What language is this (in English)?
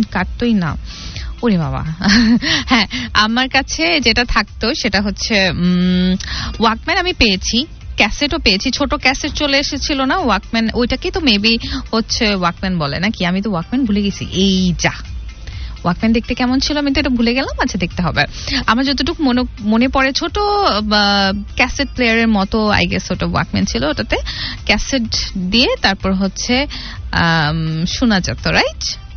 Bangla